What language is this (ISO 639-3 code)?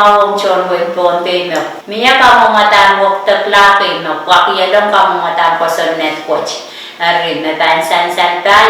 pon